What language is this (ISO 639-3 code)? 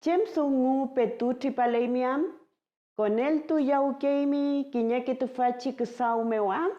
arn